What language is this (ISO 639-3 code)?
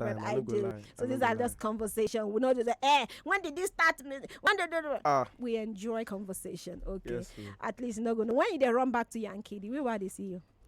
pcm